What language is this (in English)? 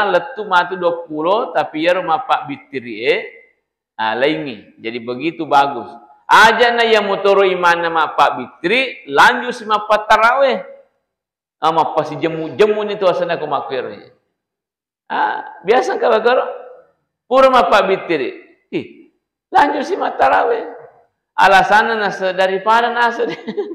Buginese